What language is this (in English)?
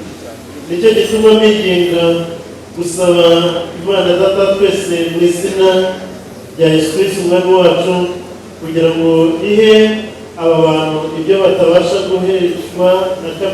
Kinyarwanda